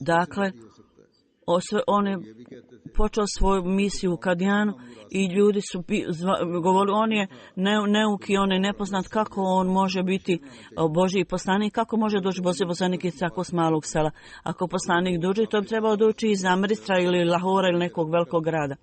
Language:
Bosnian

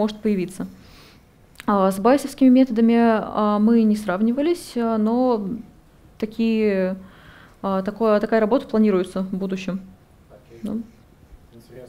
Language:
Russian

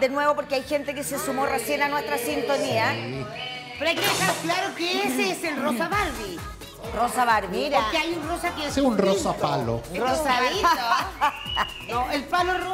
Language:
Spanish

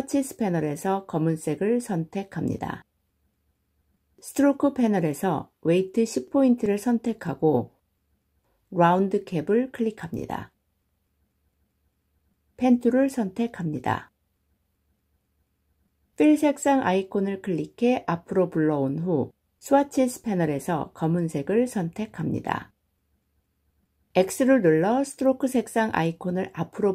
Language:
Korean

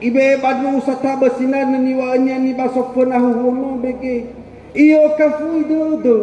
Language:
Nias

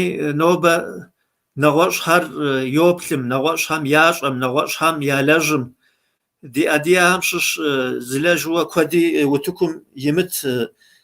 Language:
Kabardian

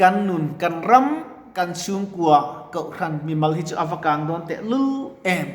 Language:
Mizo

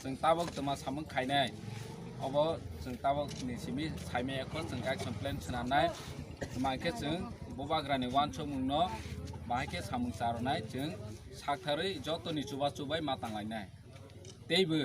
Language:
Kok Borok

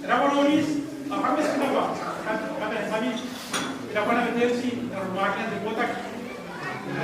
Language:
Gilbertese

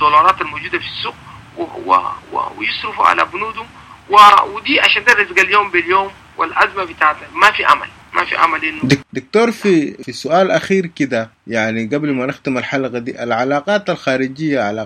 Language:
Sudanese Arabic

